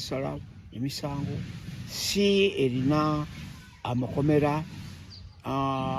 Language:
Ganda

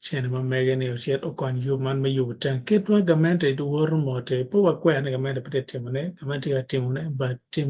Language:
Acoli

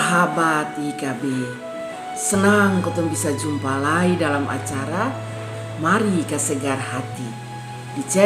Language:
Kupang Malay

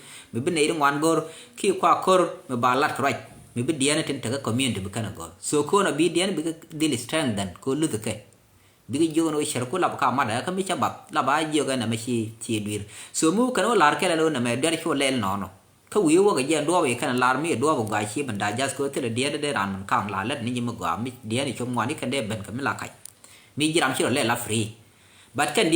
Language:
Nuer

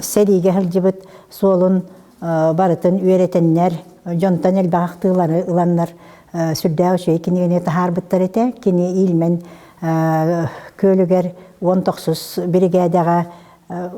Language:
Yakut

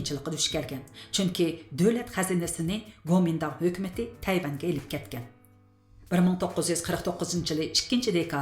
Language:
Uyghur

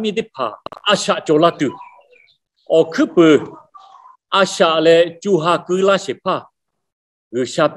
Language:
Lahu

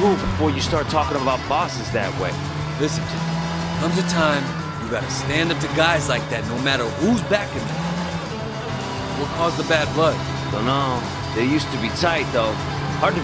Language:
English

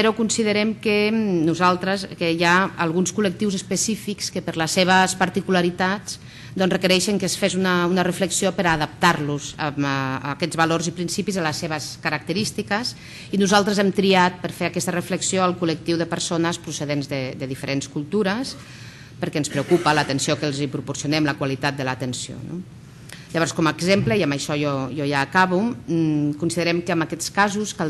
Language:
Catalan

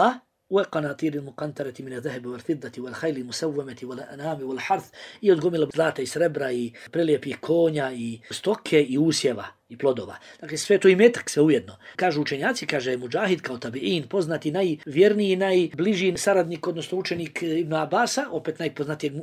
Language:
Bosnian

